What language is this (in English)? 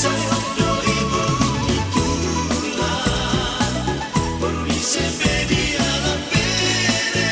Batak Toba